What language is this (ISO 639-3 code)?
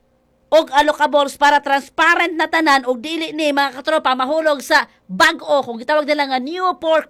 ceb